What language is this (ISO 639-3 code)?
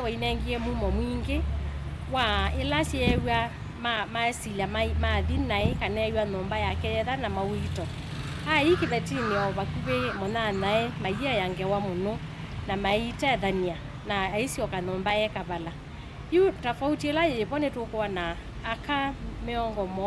kam